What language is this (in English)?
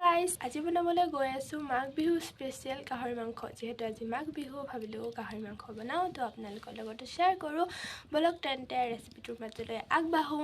Assamese